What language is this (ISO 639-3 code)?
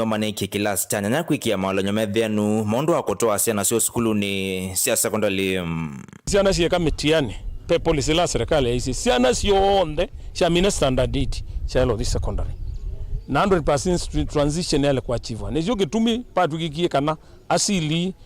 kam